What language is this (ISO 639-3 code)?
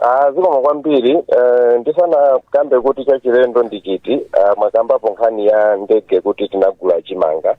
nya